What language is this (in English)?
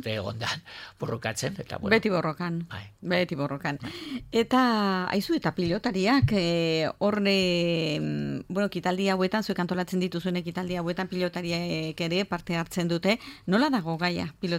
Basque